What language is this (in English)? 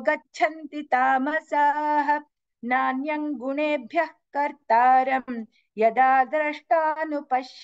Sanskrit